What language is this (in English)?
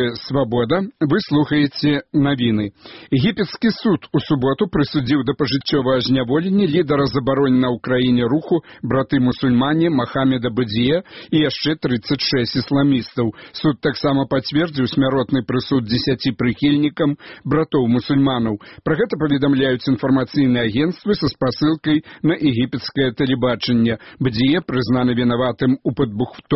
Belarusian